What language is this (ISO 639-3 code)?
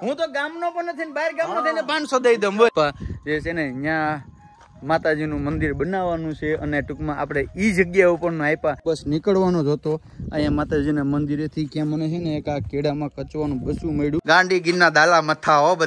guj